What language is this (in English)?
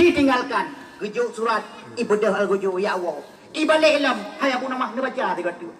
Achinese